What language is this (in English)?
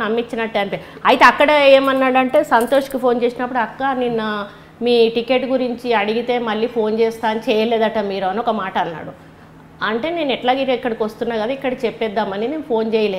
Telugu